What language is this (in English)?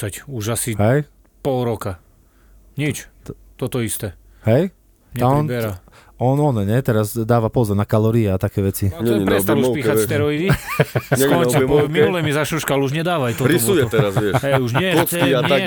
Slovak